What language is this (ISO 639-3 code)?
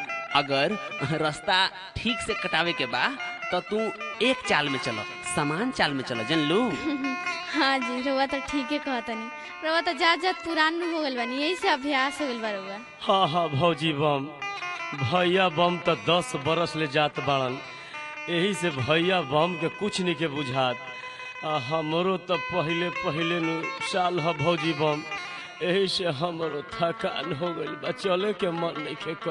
bho